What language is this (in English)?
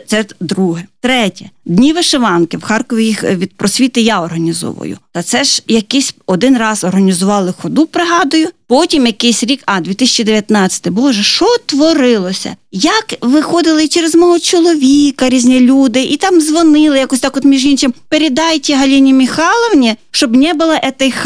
Ukrainian